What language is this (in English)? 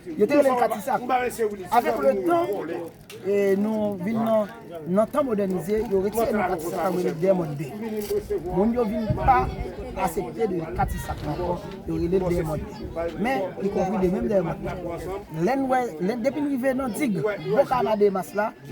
Haitian Creole